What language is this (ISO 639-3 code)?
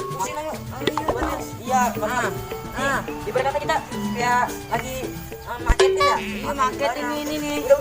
bew